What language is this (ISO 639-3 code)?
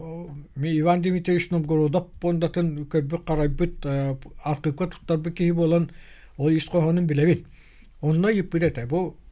sah